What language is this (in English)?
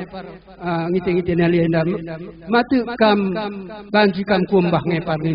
Batak Karo